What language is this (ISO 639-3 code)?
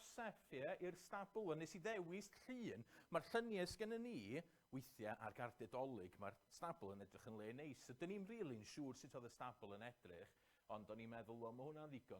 cym